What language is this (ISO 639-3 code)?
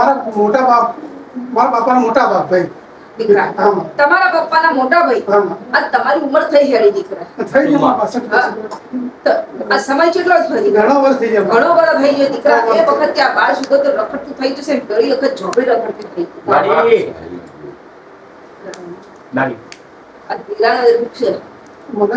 guj